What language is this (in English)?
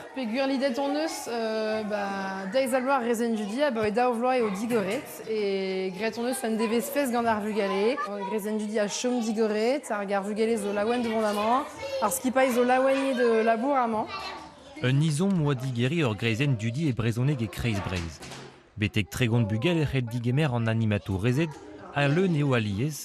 Breton